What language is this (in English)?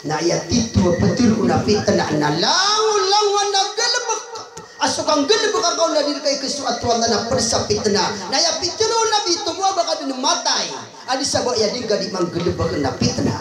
Maranao